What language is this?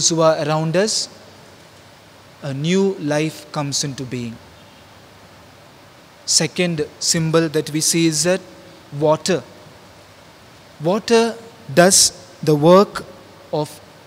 English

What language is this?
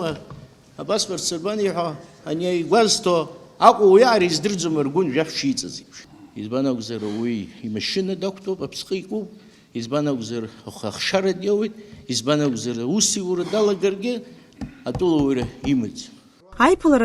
Abkhazian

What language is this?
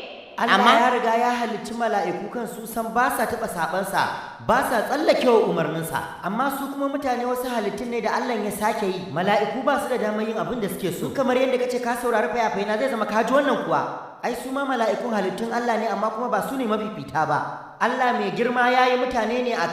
Hausa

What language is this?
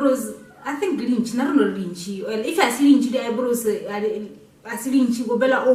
Northern Sotho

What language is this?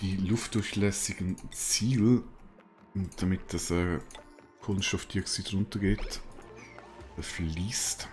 Swiss German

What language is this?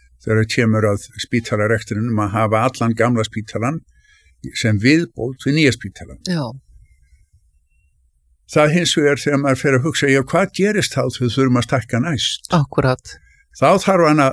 Icelandic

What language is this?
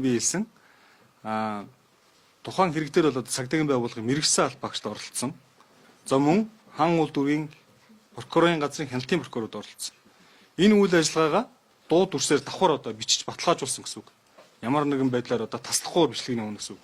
Mongolian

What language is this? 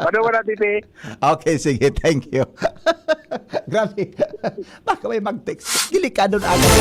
Bikol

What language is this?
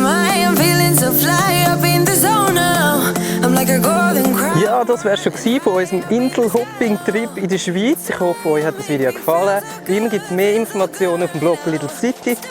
Swiss German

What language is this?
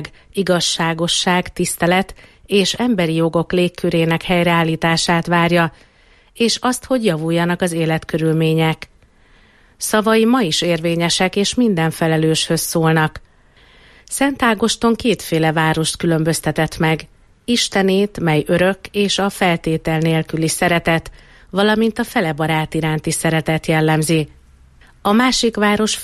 Hungarian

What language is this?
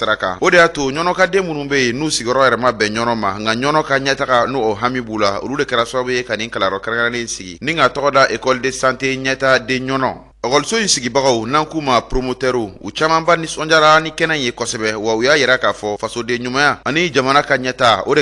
Bambara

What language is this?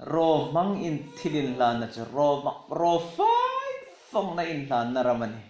Hmar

